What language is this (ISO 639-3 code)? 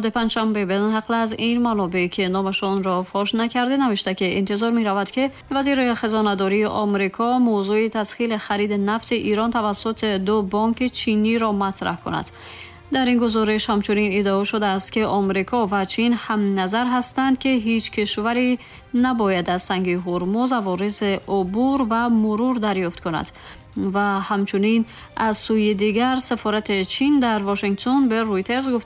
tgk